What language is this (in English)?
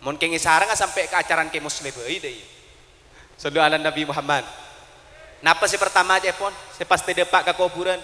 Madurese